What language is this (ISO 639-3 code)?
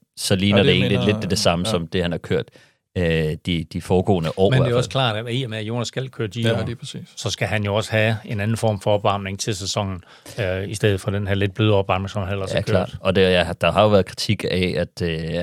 dan